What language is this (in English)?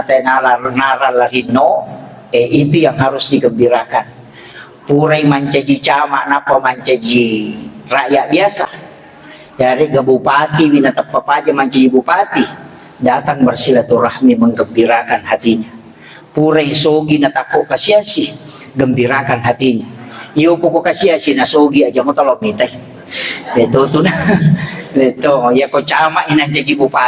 Buginese